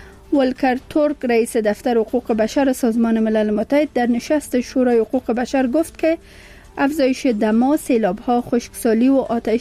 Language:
Persian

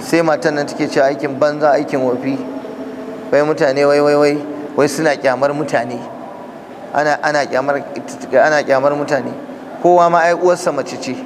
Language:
Hausa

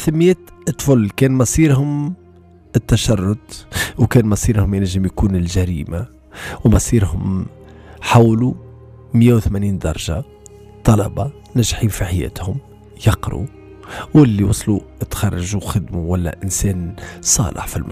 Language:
Tunisian Arabic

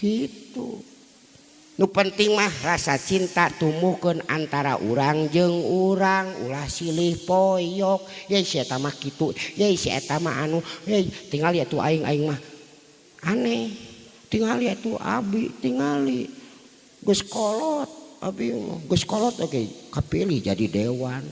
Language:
Sundanese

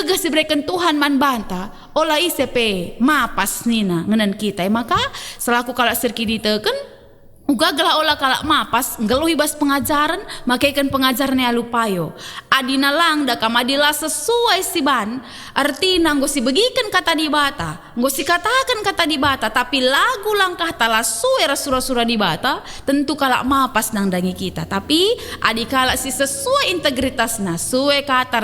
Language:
Batak Karo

